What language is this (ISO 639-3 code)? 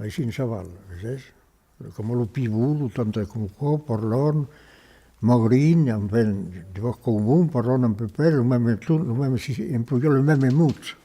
oci